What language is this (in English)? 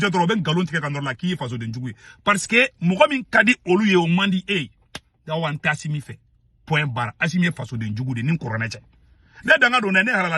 Bambara